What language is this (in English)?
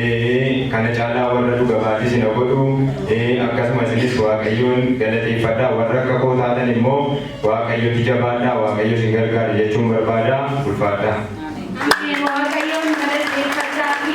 Oromo